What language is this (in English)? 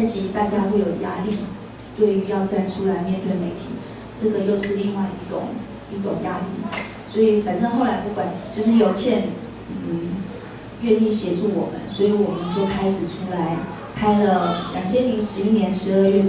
Chinese